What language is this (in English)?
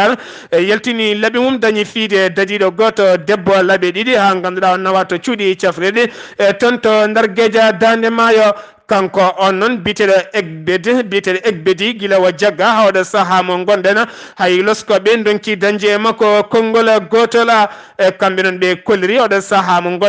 Fula